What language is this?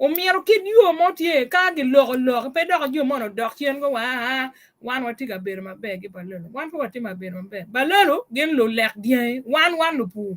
Acoli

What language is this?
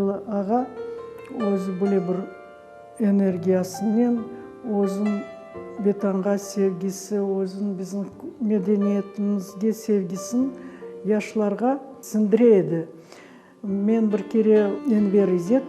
Crimean Tatar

